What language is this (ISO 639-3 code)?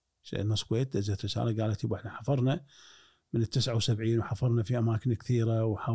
afb